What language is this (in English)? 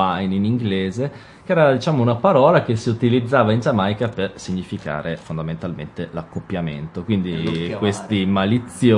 Italian